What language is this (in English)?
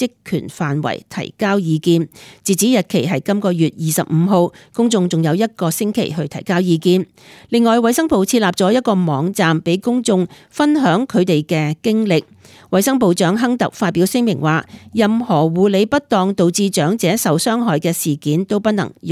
Cantonese